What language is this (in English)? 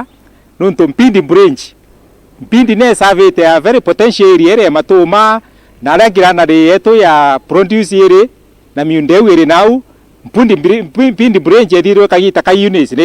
Meru